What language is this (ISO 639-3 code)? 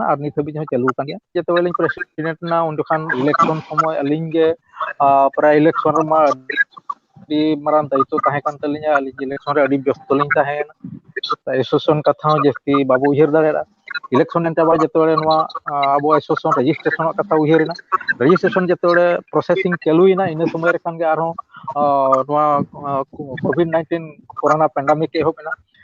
sat